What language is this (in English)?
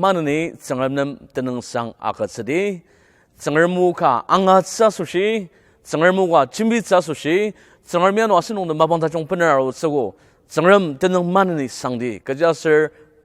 Ao Naga